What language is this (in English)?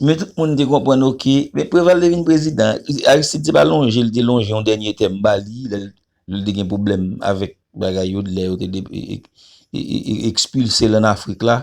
Haitian Creole